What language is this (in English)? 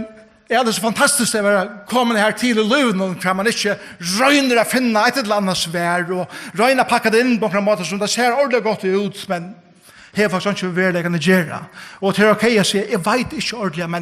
Faroese